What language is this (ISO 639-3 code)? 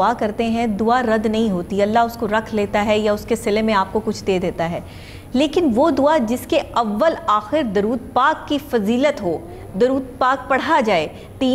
urd